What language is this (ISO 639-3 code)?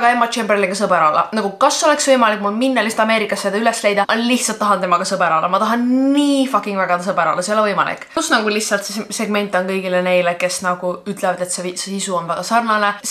est